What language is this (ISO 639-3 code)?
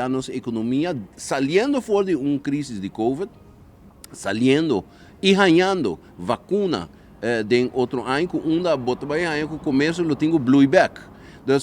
pap